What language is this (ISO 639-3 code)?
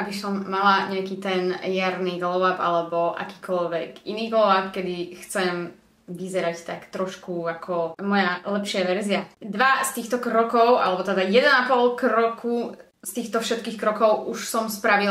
slk